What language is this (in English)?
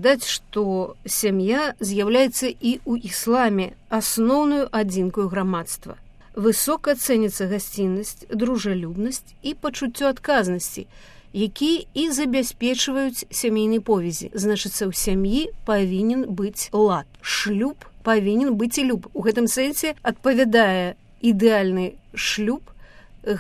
Belarusian